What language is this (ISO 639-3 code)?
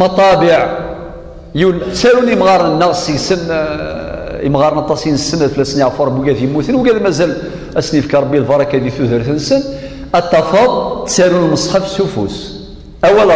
kab